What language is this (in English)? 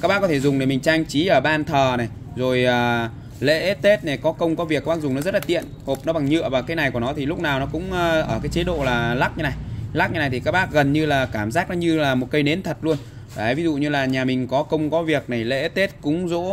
Vietnamese